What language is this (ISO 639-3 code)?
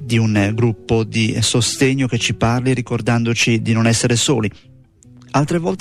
ita